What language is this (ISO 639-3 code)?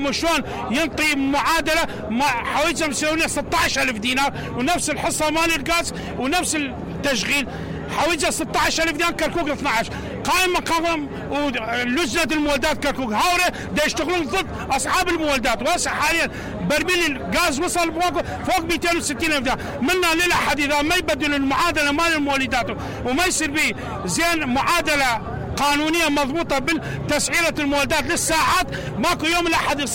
acm